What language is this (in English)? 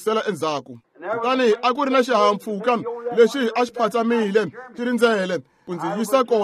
Tsonga